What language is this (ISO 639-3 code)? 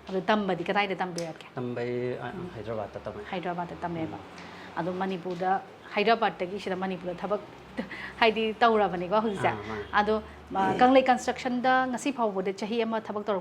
mni